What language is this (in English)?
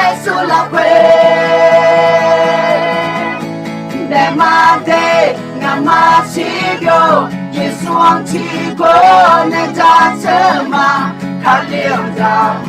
Akha